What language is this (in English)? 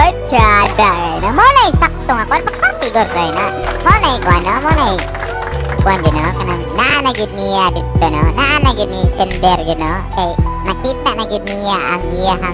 Cebuano